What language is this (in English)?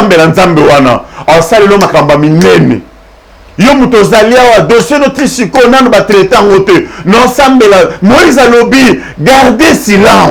Lingala